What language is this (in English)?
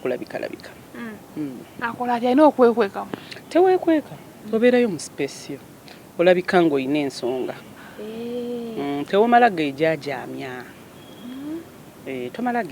Ganda